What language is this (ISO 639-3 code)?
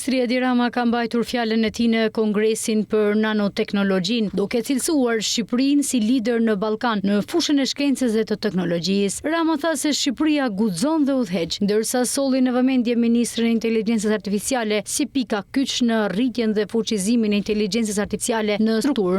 sqi